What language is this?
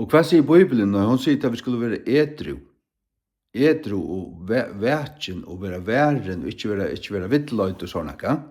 Faroese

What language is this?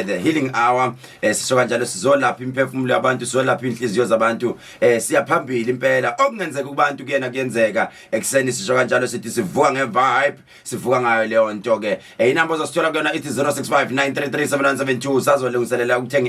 Zulu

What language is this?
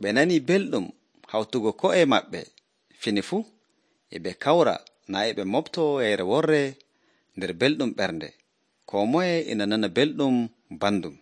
Nigerian Fulfulde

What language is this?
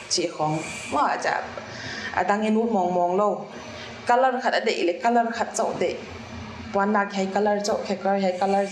Paite Chin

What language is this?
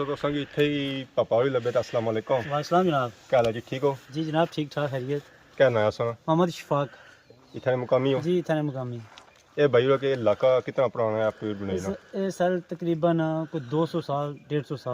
Pahari-Potwari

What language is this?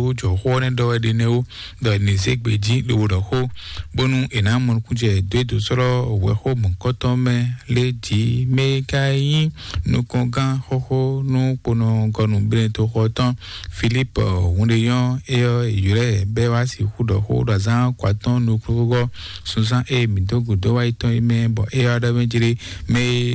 Fon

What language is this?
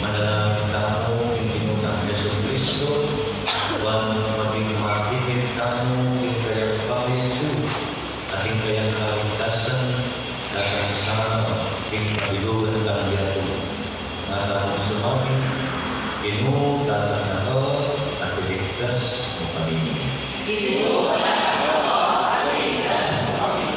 Pampanga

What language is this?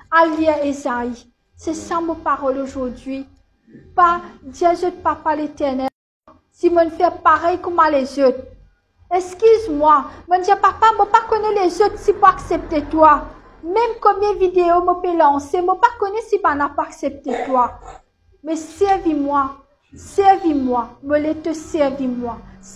Morisyen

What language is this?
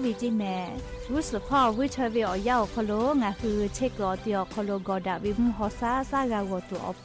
Lahu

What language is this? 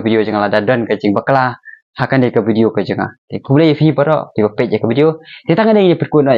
Khasi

